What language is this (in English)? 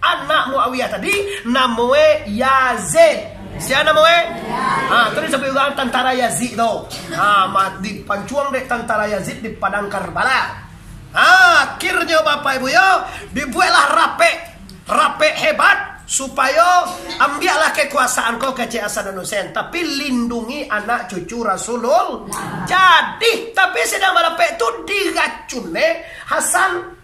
Minangkabau